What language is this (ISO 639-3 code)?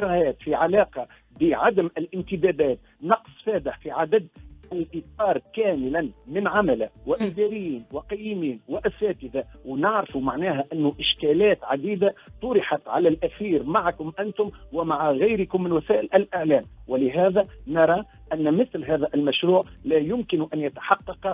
aeb